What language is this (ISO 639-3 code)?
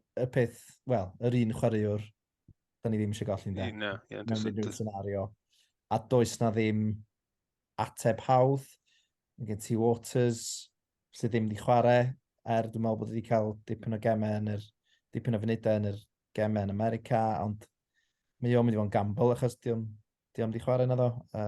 cym